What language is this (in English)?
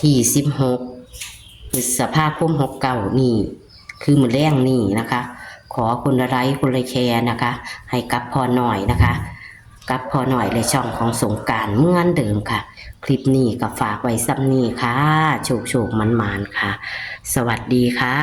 Northeastern Thai